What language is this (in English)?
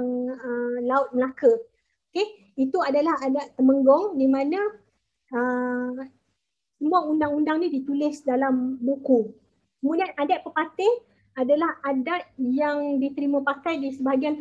Malay